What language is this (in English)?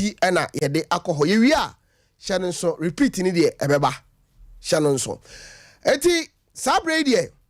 Akan